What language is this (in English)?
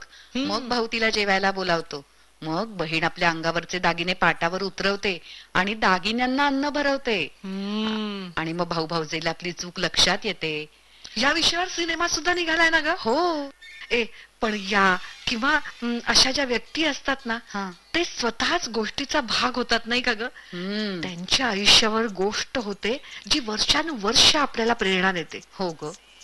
Marathi